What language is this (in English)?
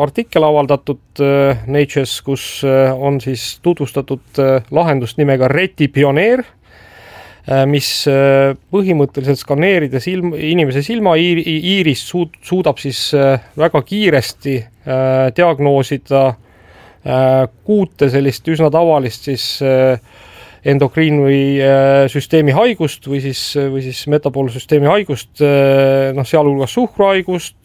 Estonian